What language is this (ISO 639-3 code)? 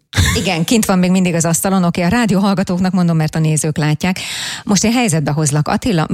hun